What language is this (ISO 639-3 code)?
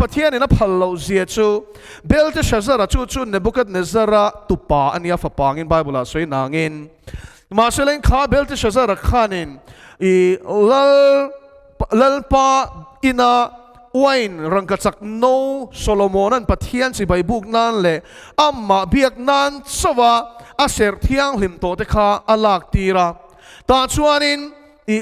lus